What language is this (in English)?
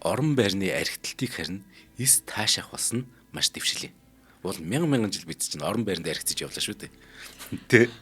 Mongolian